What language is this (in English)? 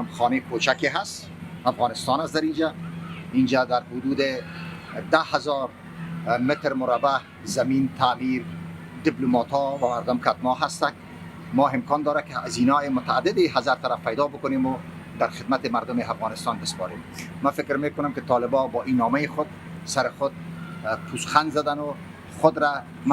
Persian